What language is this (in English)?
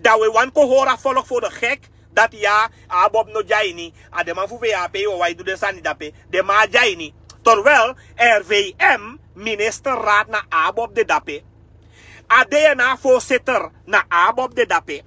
Sranan Tongo